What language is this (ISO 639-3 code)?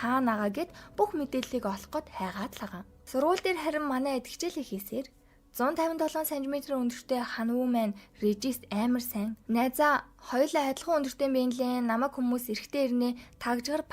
mon